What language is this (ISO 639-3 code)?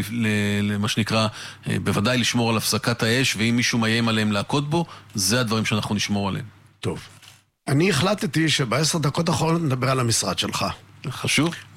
heb